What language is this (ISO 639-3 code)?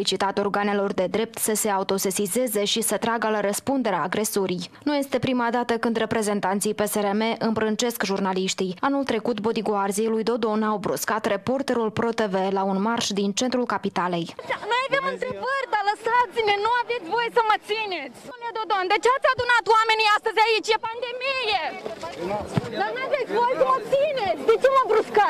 ron